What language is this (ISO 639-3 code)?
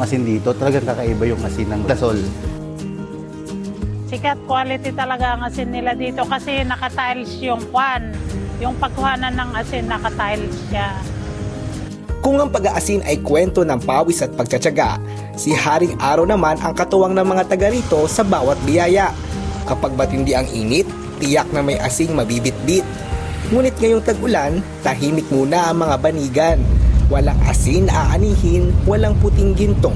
fil